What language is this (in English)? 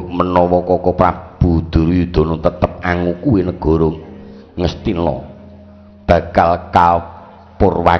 Javanese